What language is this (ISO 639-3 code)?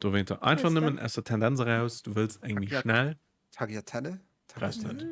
ltz